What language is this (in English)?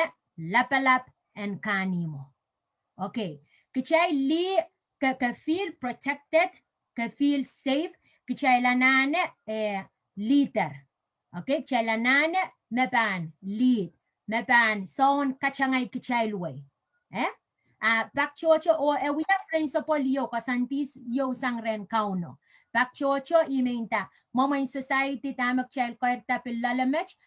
Pohnpeian